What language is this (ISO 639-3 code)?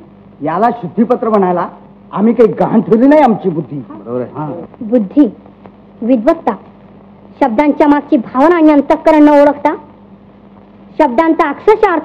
mar